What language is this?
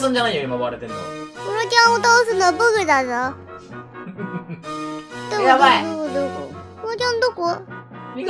Japanese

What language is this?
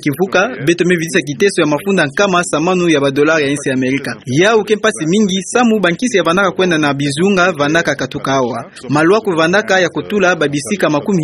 Kituba (Democratic Republic of Congo)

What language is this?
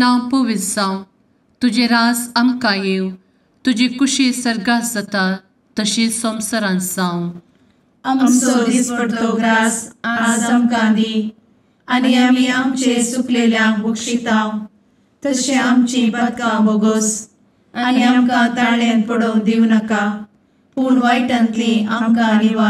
Konkani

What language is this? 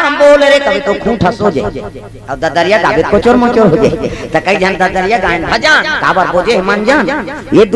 Chhattisgarhi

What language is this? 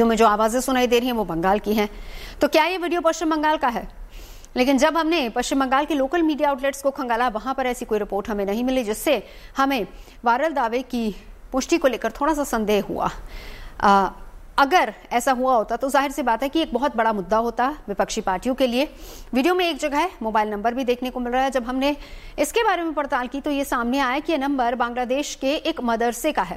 Hindi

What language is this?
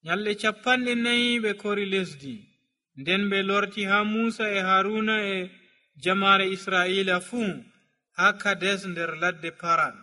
Nigerian Fulfulde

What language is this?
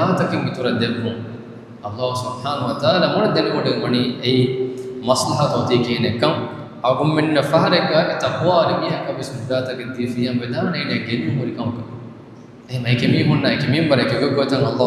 Divehi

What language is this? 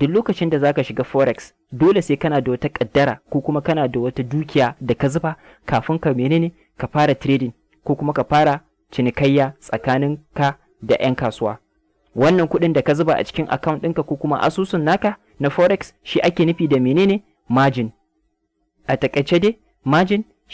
Hausa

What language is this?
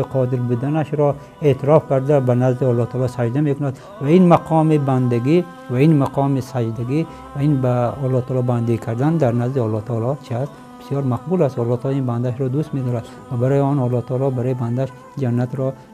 Tajik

